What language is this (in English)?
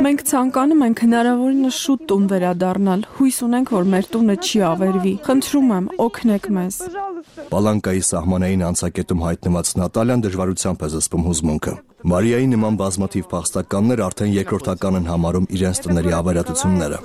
Armenian